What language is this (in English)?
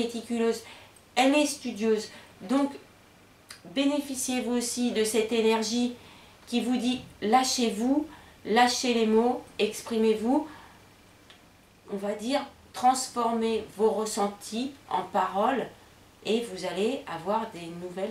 French